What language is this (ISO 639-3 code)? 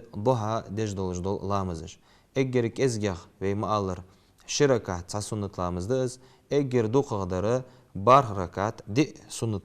inh